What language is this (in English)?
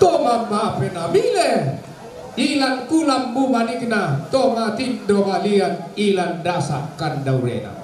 Toraja-Sa'dan